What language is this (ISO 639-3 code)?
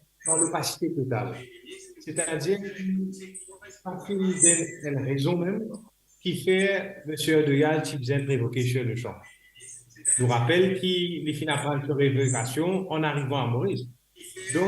mfe